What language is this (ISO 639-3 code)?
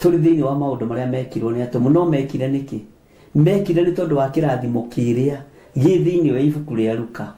kik